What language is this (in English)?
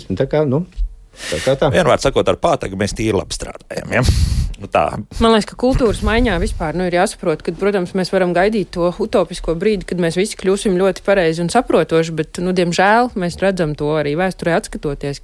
Latvian